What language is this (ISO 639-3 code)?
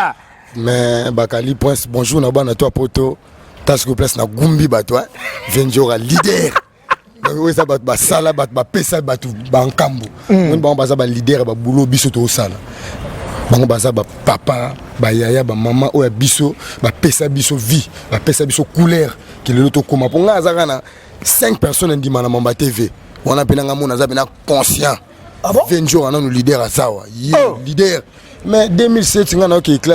lin